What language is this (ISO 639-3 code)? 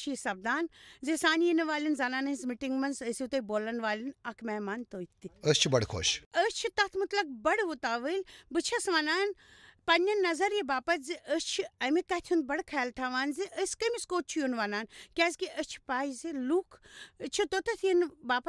kas